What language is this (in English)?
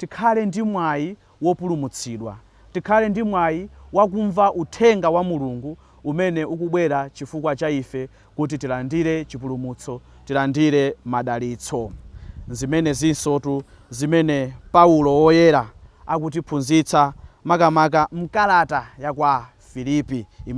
Nyanja